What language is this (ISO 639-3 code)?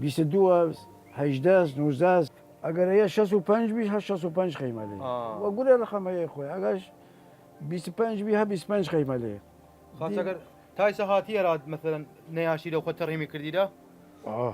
sdh